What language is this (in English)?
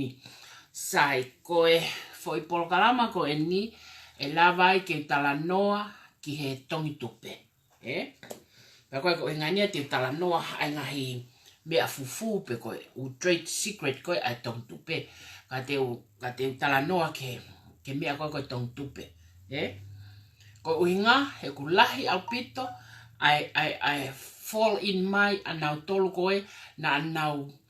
Tongan